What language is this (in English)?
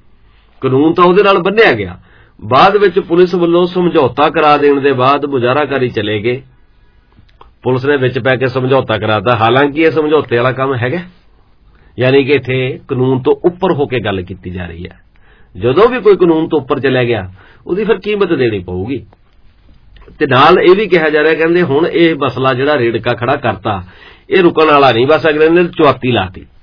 Punjabi